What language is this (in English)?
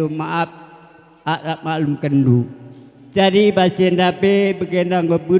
Batak Karo